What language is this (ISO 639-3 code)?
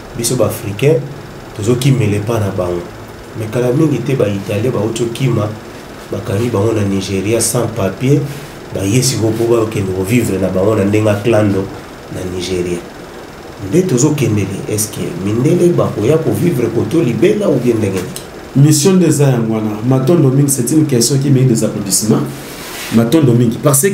lin